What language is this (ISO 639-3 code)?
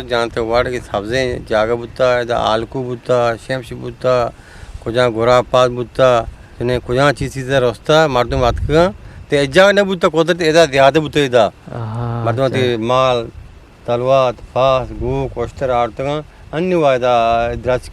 bgp